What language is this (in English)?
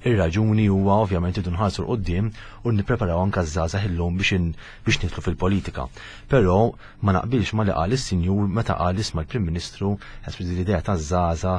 Maltese